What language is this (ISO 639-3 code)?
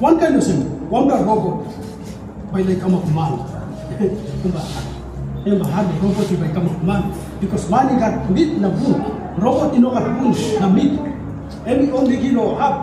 tpi